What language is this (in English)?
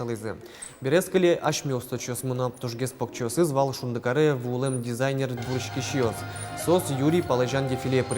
Udmurt